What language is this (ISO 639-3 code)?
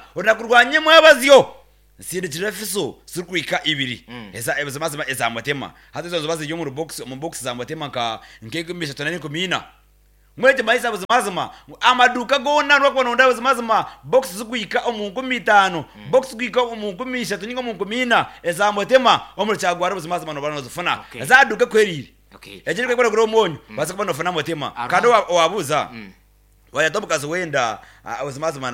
nyn